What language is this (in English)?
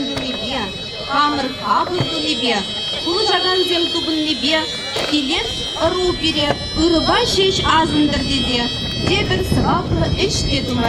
Chuvash